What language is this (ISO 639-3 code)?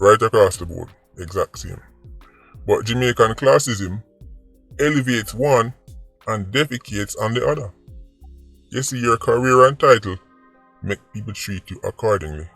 jam